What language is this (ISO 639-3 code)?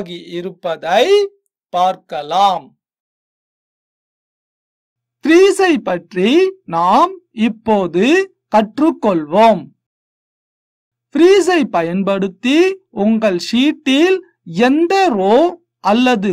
tam